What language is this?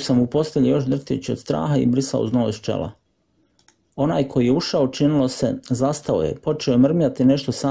Croatian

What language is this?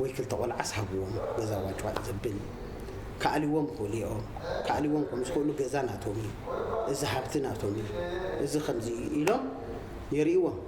Tigrinya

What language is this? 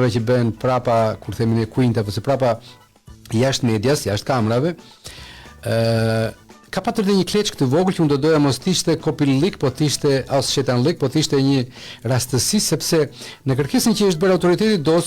Albanian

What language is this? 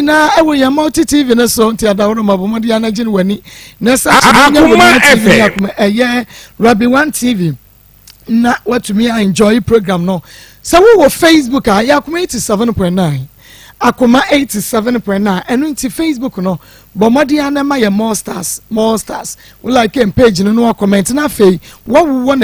Akan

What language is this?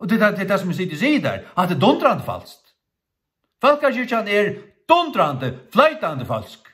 Faroese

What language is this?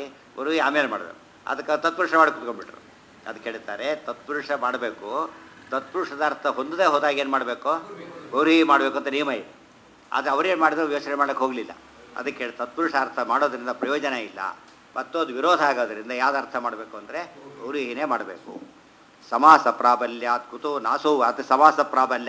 Kannada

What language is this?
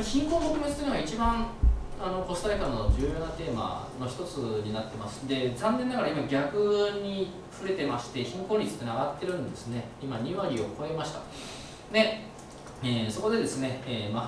Japanese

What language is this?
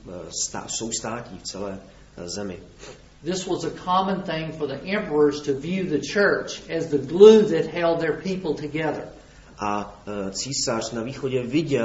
Czech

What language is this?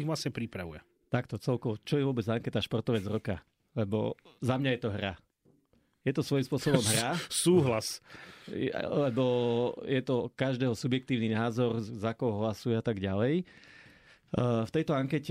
Slovak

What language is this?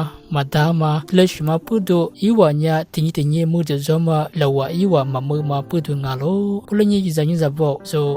Lisu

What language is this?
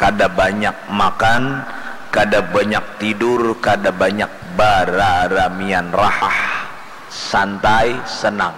Banjar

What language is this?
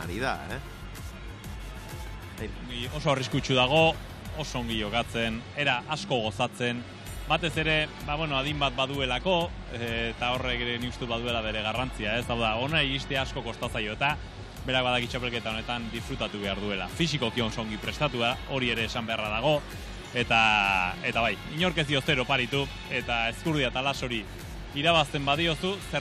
Basque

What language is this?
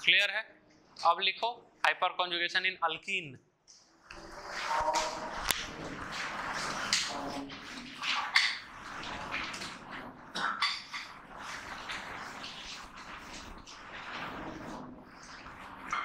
Hindi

